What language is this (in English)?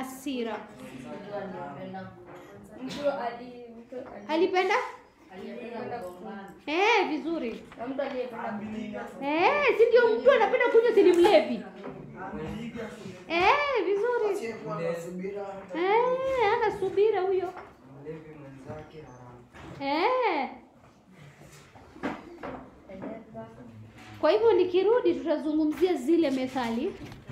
Swahili